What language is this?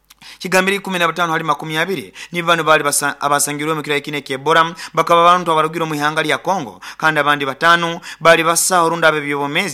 Nyoro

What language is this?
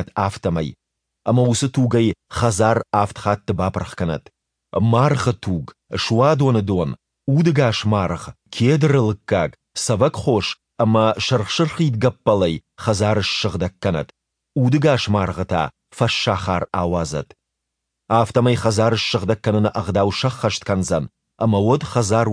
Ossetic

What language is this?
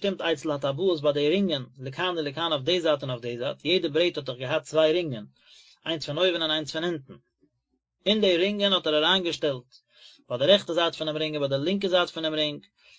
Yiddish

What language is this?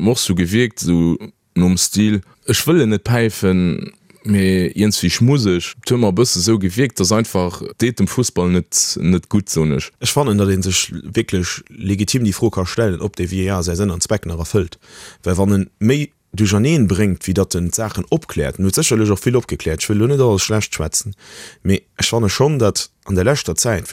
Luxembourgish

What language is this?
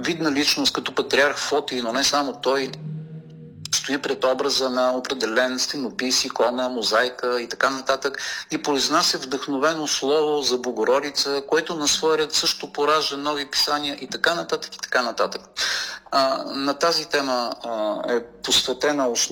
Bulgarian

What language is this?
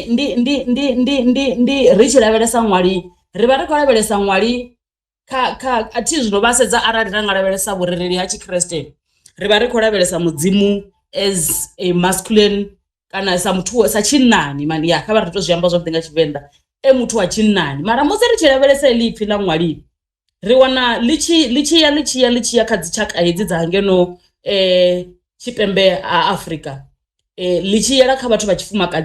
Venda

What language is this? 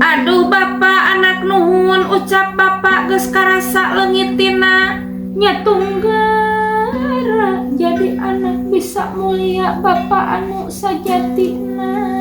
Sundanese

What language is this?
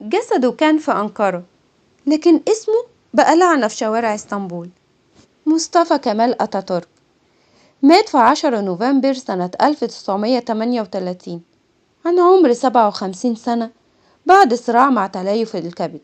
Egyptian Arabic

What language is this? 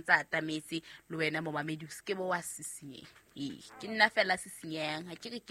Southern Sotho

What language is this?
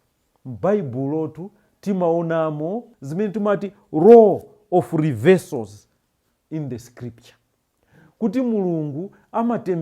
Nyanja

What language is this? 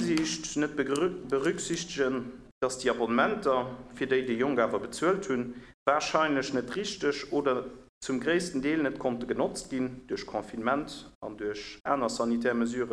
Luxembourgish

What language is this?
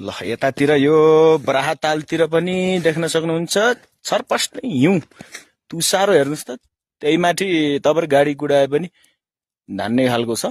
Nepali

